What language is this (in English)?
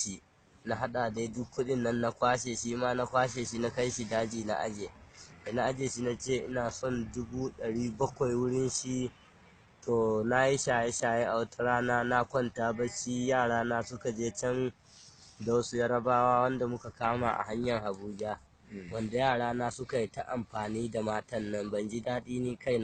Hausa